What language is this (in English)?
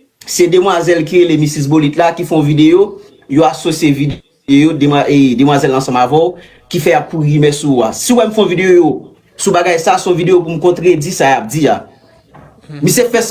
Haitian Creole